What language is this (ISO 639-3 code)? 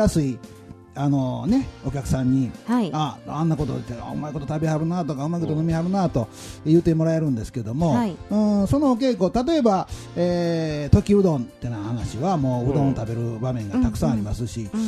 jpn